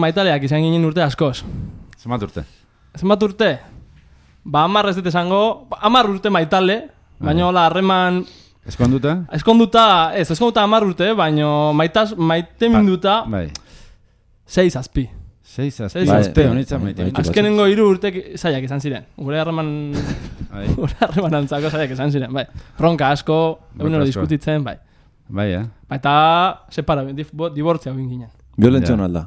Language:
Basque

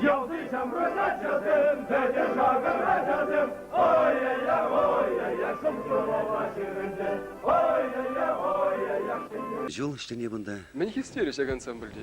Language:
Chuvash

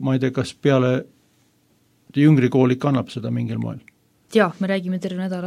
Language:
Estonian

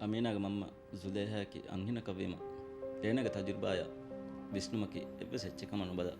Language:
Divehi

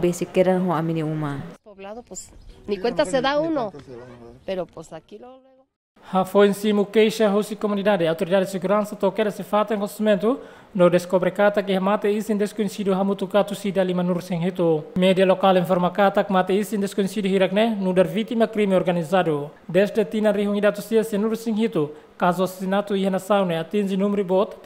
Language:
Tetum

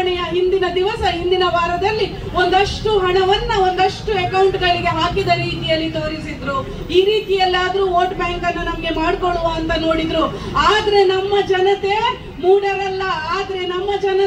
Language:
Kannada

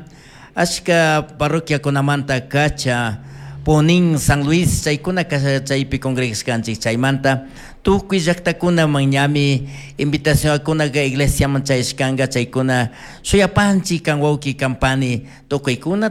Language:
Chimborazo Highland Quichua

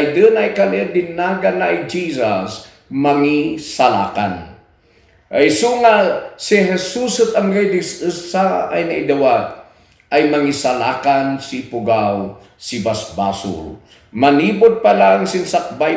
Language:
Kankanaey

